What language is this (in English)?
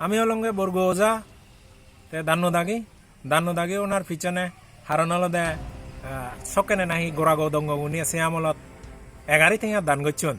Chakma